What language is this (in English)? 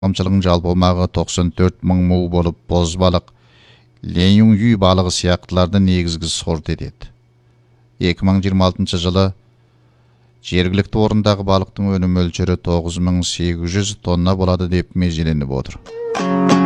Kazakh